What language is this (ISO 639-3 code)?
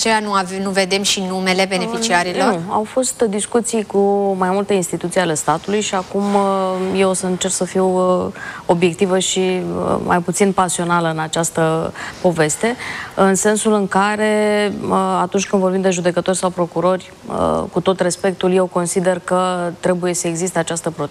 ron